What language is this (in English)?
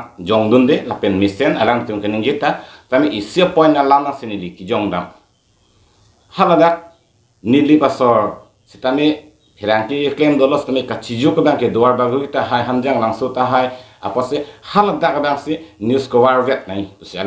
Karbi